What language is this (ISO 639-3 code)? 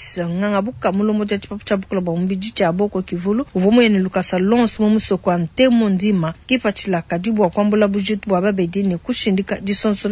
lua